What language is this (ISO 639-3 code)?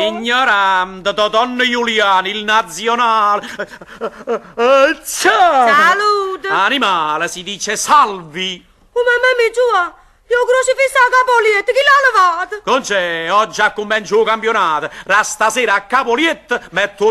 nap